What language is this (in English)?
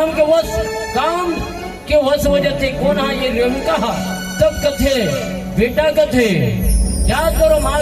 Chhattisgarhi